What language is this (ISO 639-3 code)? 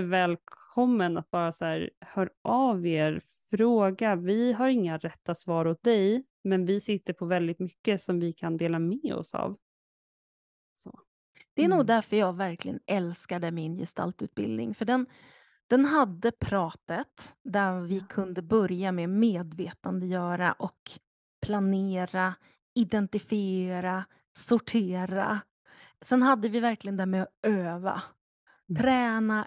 swe